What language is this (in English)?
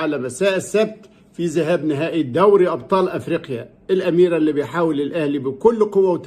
Egyptian Arabic